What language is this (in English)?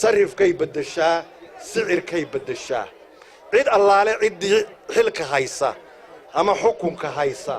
Somali